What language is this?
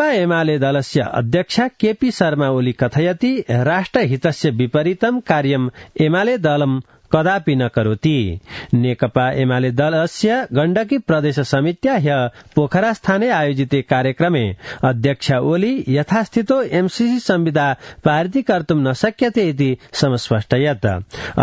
Sanskrit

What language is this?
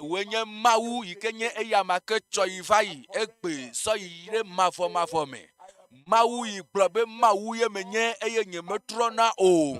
Ewe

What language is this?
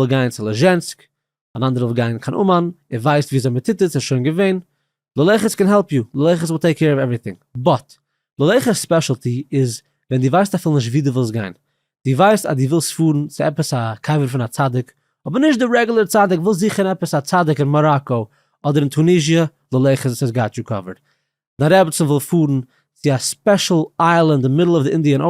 Yiddish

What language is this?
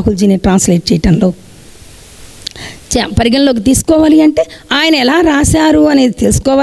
Telugu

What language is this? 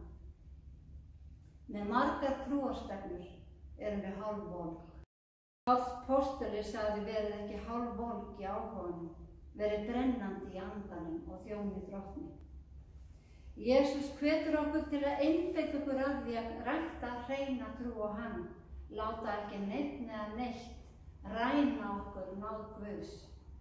Icelandic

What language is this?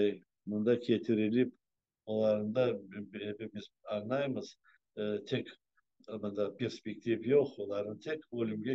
Crimean Tatar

